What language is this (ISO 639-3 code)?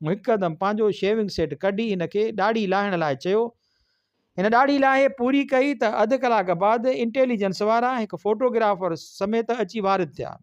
snd